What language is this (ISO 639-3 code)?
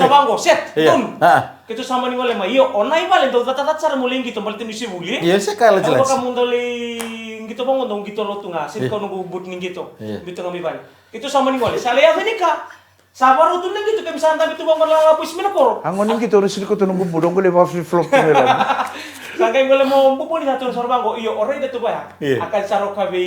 fij